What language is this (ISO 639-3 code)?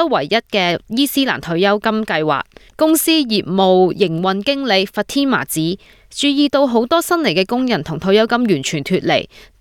yue